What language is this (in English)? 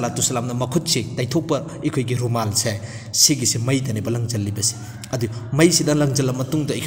Manipuri